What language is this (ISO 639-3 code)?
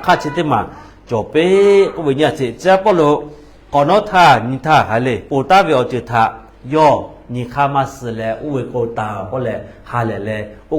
lhu